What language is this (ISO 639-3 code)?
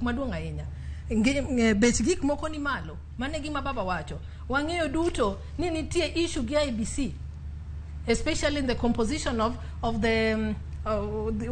luo